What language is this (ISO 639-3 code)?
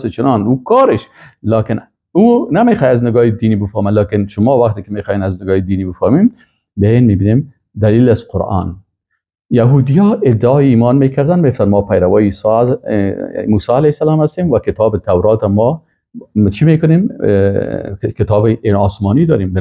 fas